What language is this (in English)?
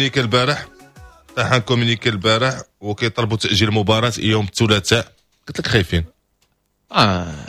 Moroccan Arabic